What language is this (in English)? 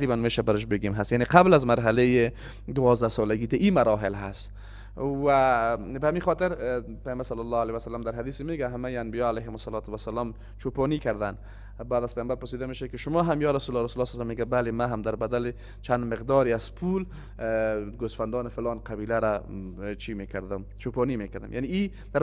Persian